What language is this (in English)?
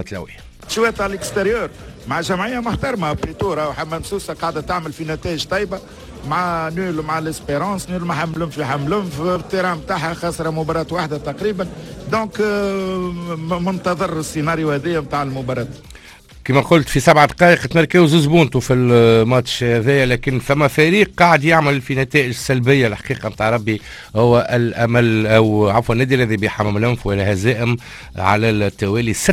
Tunisian Arabic